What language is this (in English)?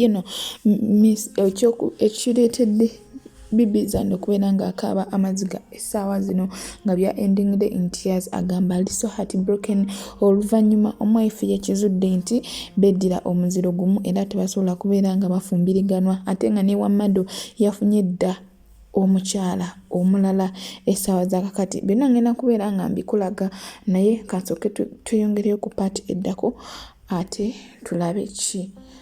Ganda